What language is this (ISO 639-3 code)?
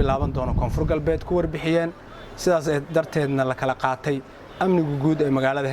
som